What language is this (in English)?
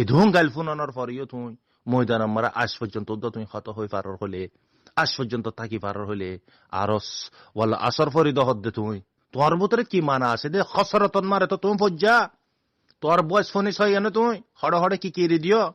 Rohingya